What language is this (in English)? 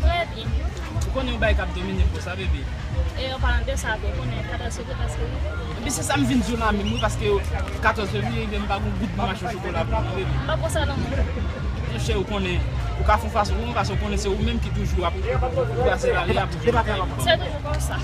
Haitian Creole